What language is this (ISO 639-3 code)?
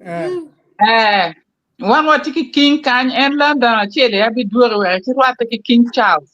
ach